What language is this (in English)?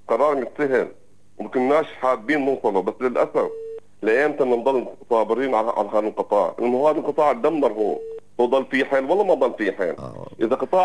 North Levantine Arabic